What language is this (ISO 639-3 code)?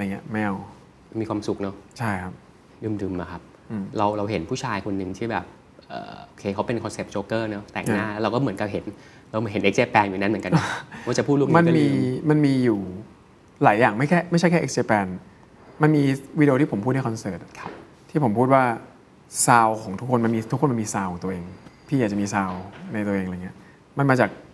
tha